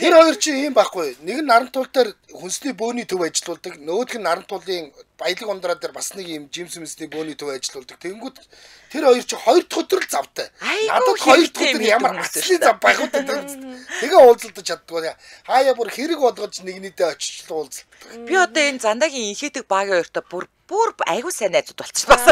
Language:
Mongolian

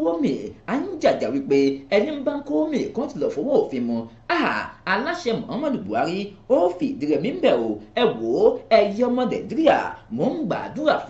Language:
Yoruba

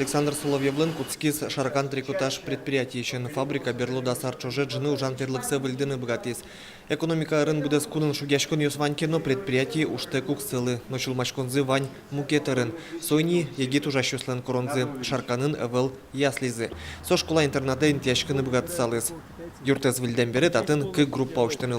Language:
Udmurt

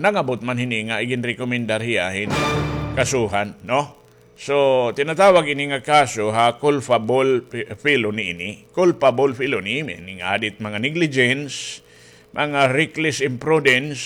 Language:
Waray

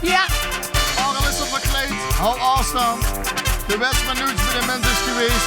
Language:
Limburgish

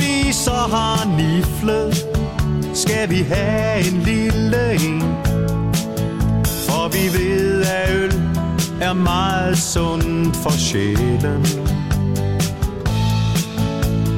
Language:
Danish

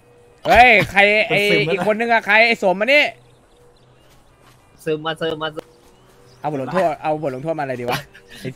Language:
Thai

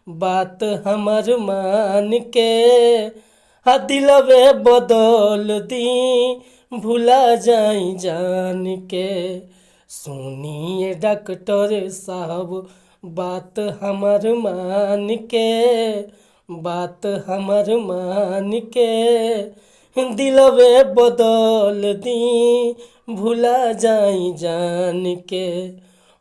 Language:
Bhojpuri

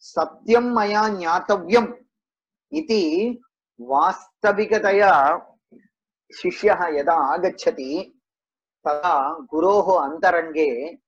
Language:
Sanskrit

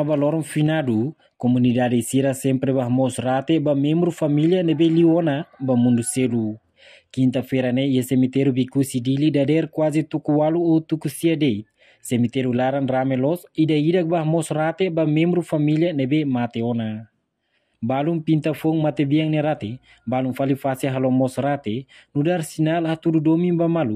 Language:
Tetum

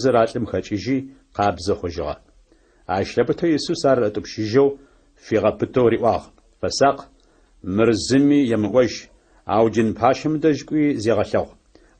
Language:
Adyghe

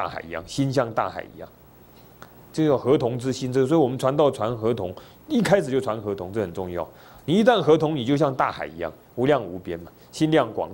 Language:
Chinese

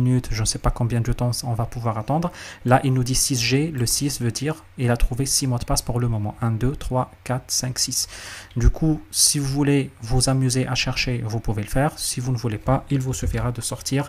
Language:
French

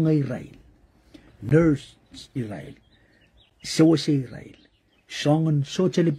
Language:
Pohnpeian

